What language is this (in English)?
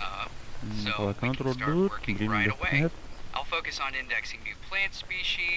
Yakut